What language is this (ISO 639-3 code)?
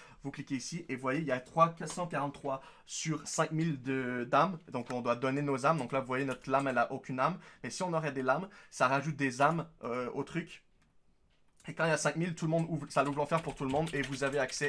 fra